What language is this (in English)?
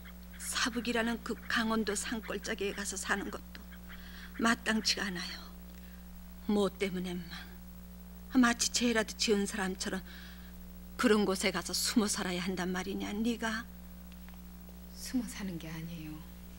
Korean